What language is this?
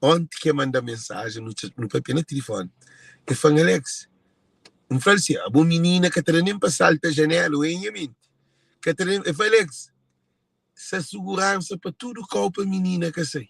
Kabuverdianu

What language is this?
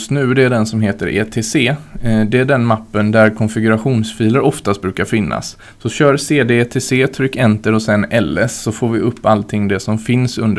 Swedish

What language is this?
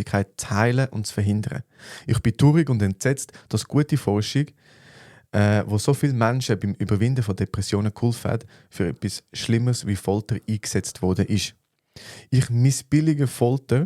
Swiss German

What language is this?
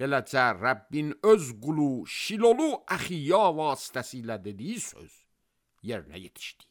Azerbaijani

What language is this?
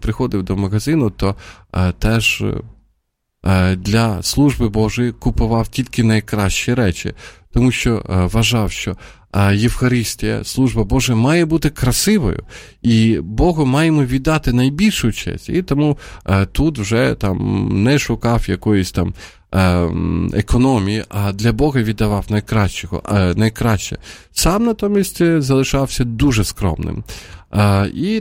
Ukrainian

